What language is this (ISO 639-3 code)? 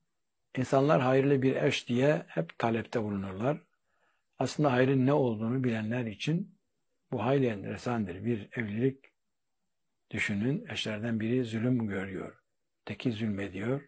tur